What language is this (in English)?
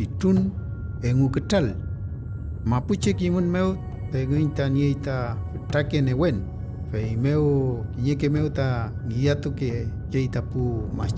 Mapuche